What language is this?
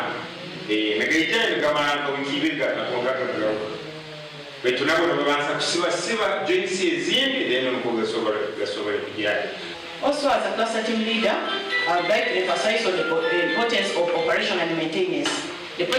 Nyankole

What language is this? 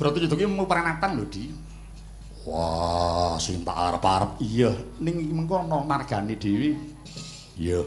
Javanese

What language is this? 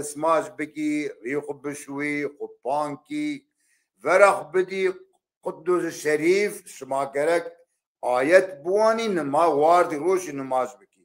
Zaza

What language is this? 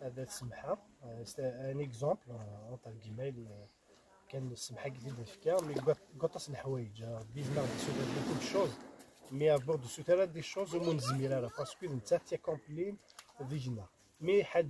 Kabyle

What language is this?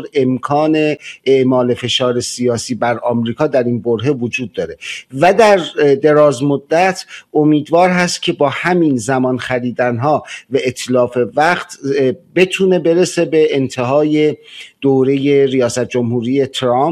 Persian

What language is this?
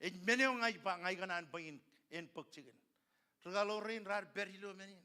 Marshallese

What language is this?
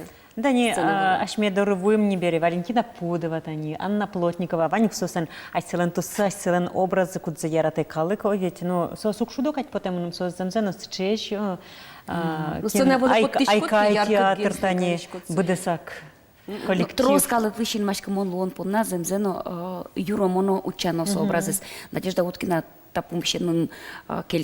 Udmurt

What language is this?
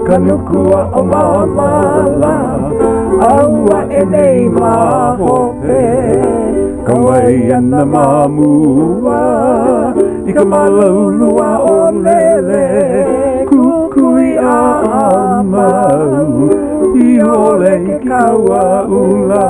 Hawaiian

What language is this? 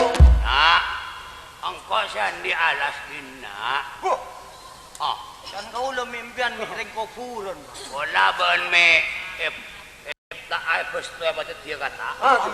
Madurese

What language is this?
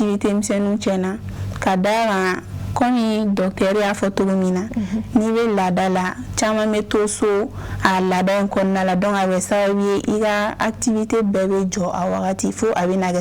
Bambara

